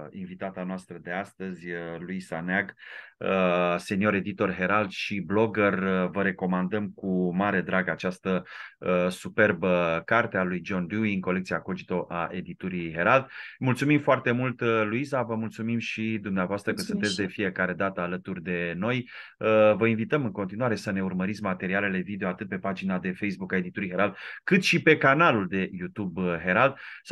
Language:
Romanian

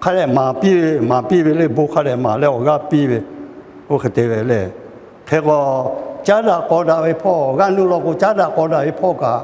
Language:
Lahu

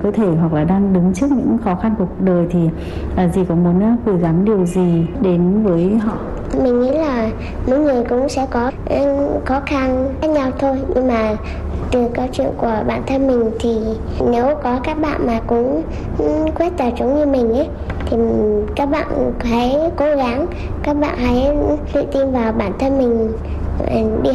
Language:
Vietnamese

